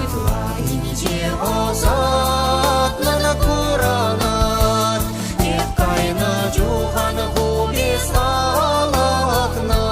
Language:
Chuvash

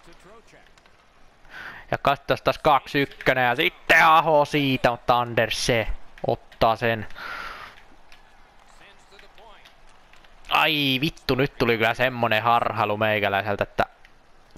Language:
Finnish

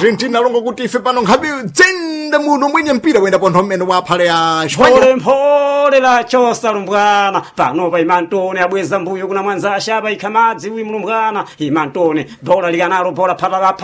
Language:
Sena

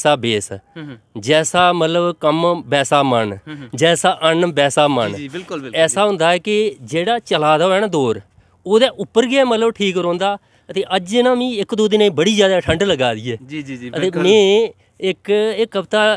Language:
Dogri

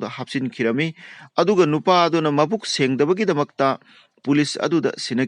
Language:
Manipuri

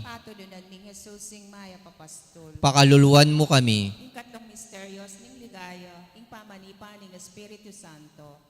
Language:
Pampanga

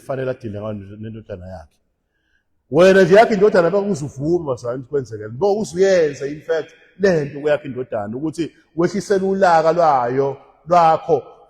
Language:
Zulu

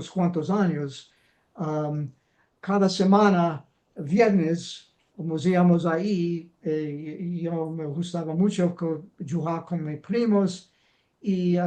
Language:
Ladino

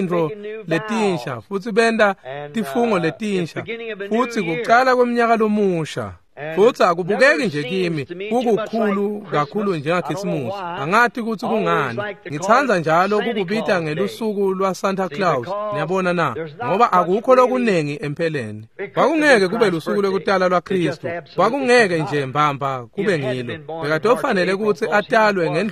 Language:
Swati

